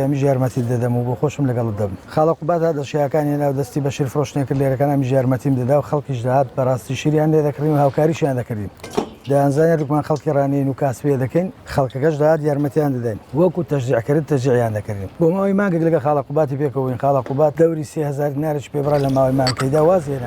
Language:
Central Kurdish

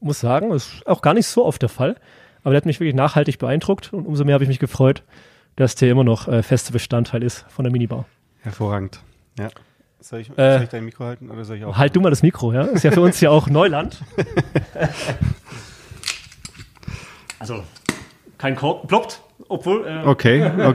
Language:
German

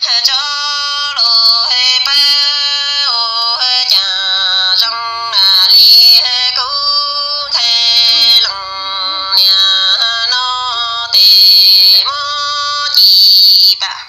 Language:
Hmong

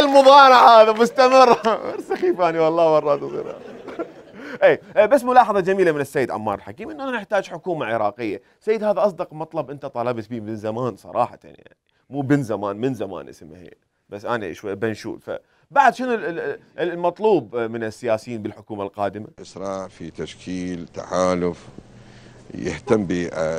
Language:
Mesopotamian Arabic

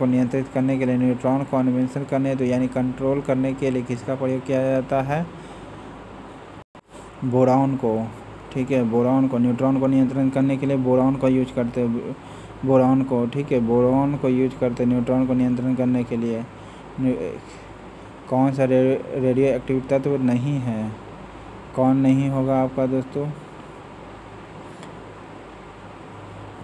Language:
Hindi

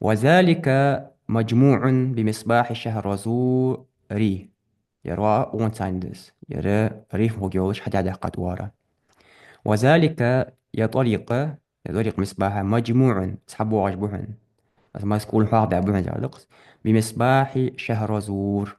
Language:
Ingush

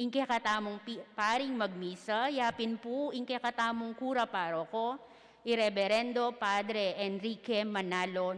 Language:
Pampanga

